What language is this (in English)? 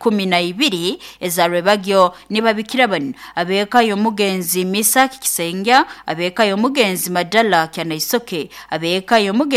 Nyoro